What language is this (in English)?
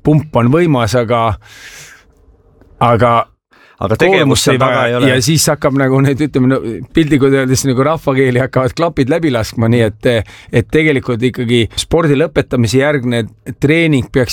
Estonian